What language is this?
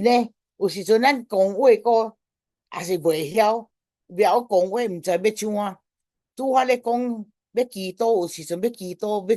Min Nan Chinese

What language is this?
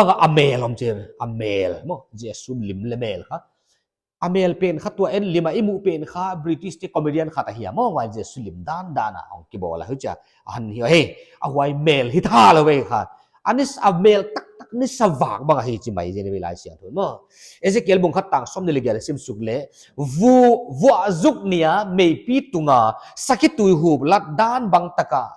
Paite Chin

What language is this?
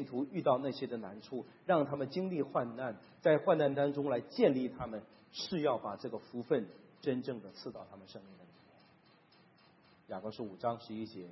Chinese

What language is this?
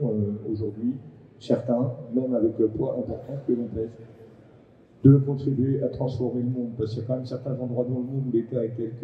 French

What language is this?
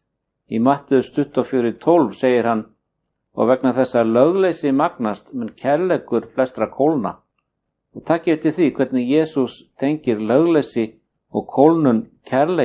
Icelandic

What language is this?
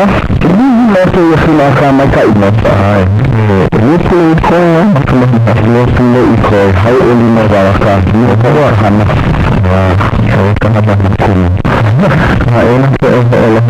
Hawaiian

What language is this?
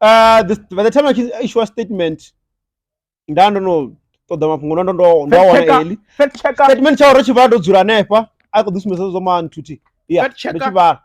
Venda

